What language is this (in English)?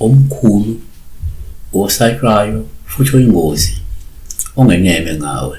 Zulu